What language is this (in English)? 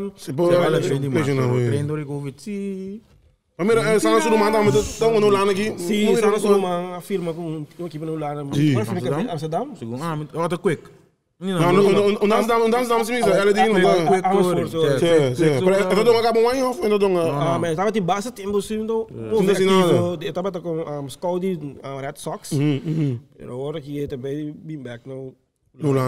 Papiamento